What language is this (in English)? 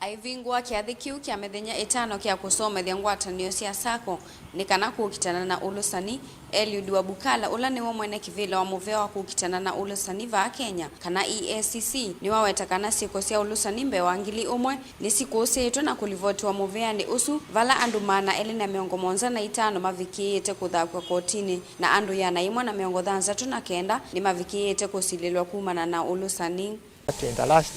Kamba